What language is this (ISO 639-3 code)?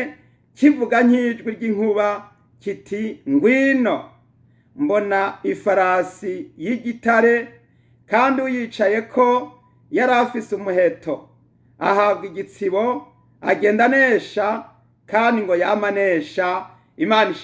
run